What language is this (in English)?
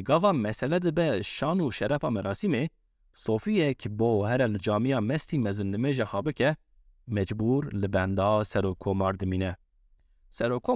Kurdish